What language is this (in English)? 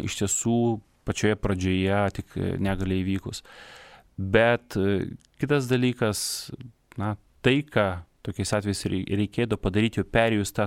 Lithuanian